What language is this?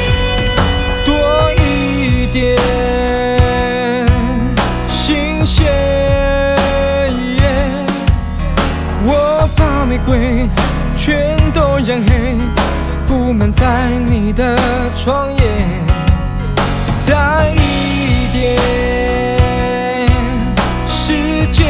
Chinese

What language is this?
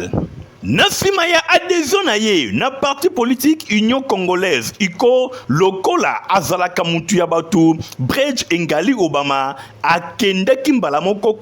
Lingala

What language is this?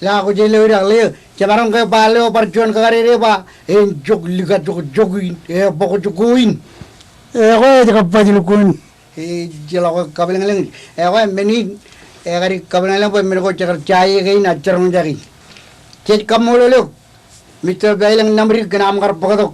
Marshallese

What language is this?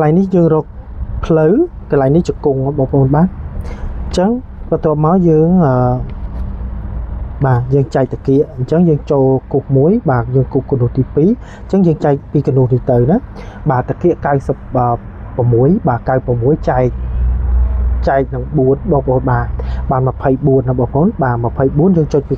Khmer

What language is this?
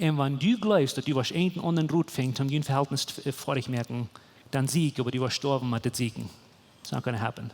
Plautdietsch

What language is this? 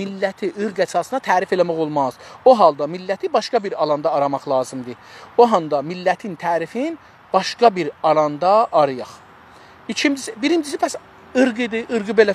South Azerbaijani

